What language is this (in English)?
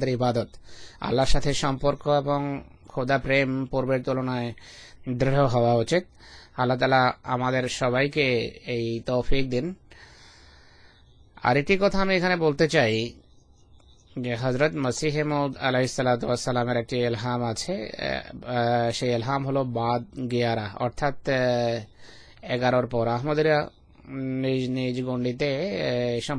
Bangla